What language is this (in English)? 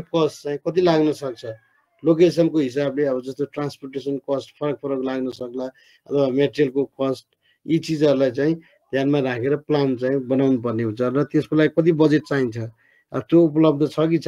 Nepali